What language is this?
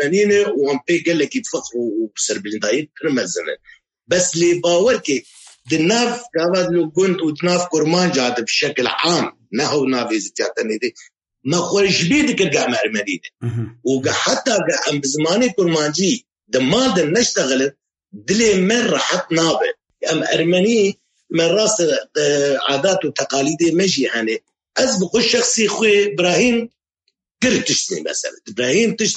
Kurdish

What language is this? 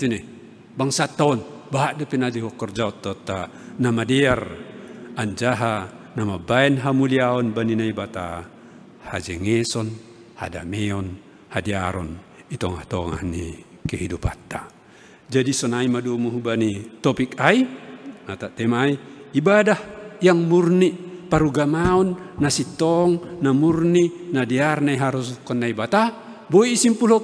Batak Simalungun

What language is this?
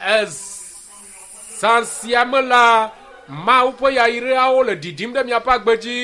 Ewe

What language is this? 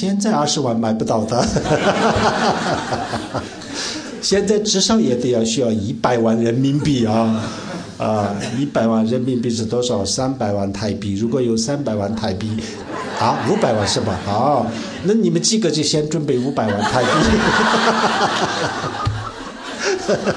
Chinese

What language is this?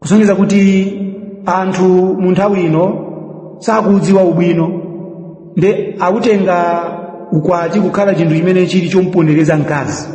Nyanja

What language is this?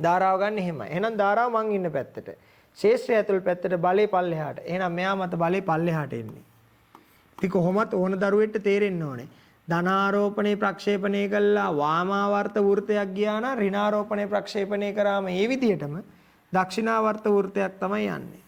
Sinhala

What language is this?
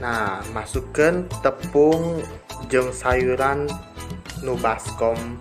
Sundanese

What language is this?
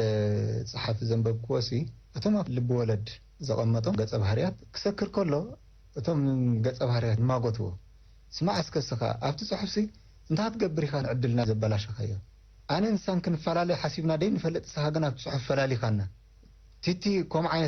Tigrinya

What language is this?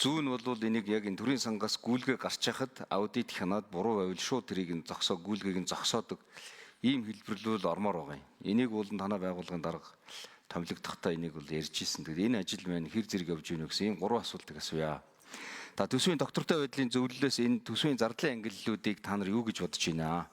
Mongolian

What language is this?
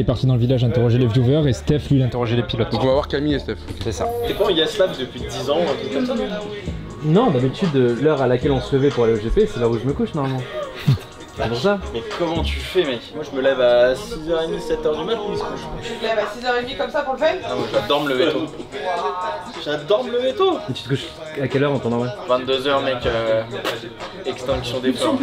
French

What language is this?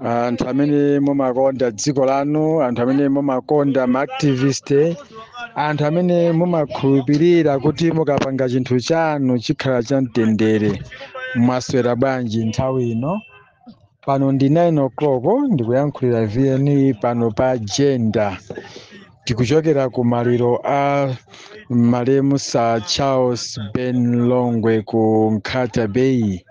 Nyanja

